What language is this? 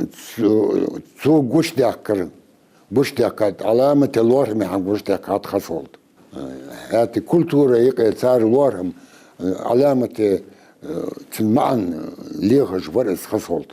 Ingush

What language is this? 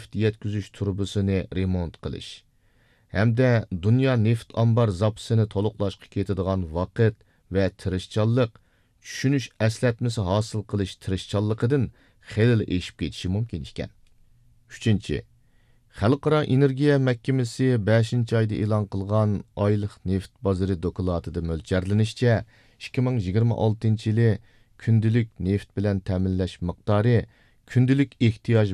Uyghur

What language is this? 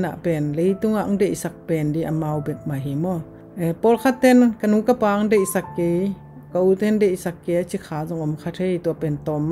Tedim Chin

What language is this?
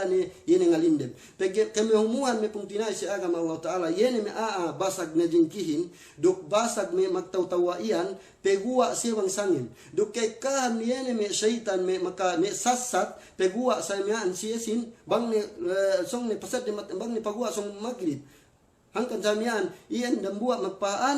Yakan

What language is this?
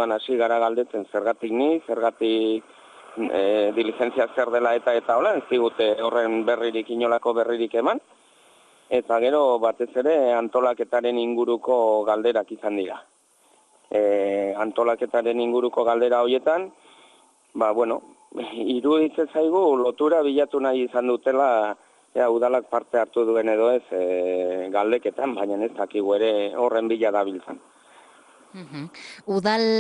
Basque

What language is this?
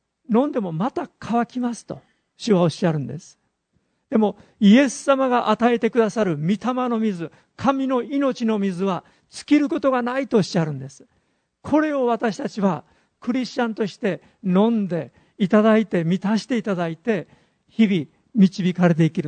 Japanese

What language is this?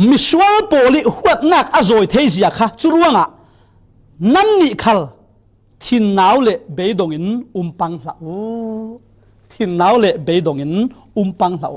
Falam Chin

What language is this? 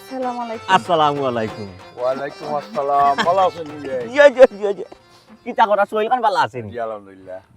Sylheti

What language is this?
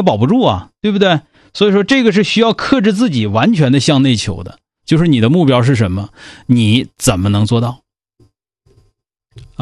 Chinese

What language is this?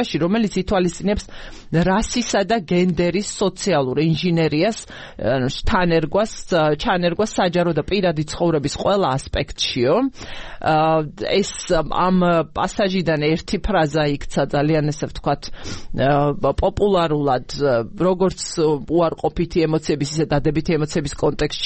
Georgian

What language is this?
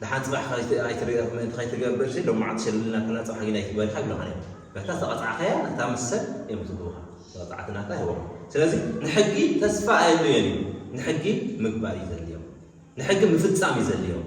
Tigrinya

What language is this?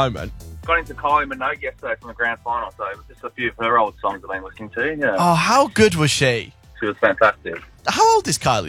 English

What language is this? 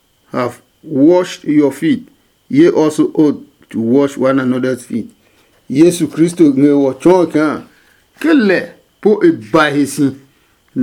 Adangme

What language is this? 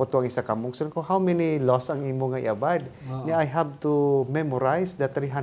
Hiligaynon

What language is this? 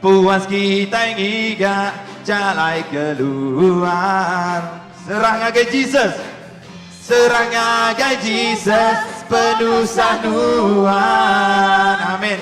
Iban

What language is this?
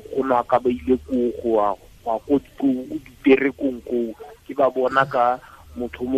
Tswana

